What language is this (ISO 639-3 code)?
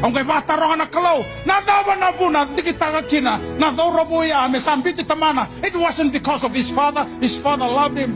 fij